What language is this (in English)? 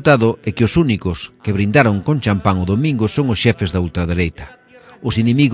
Galician